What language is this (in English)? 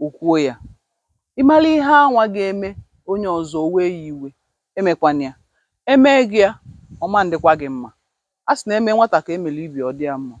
Igbo